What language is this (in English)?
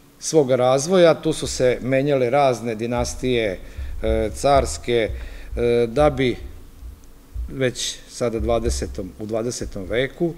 Serbian